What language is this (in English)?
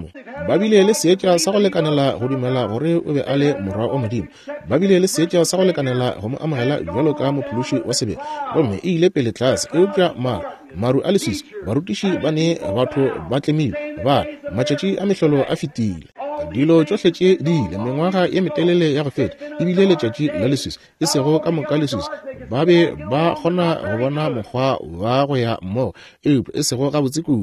Northern Sotho